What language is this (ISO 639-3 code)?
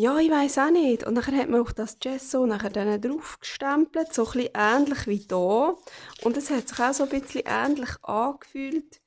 gsw